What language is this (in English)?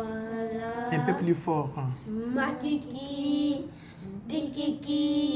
Luba-Lulua